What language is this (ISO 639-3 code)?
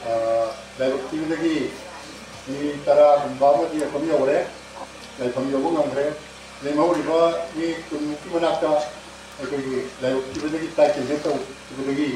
mni